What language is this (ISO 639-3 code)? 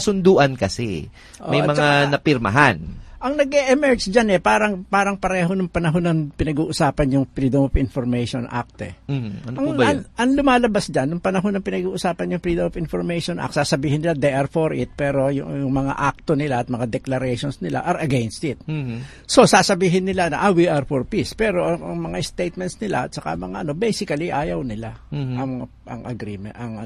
fil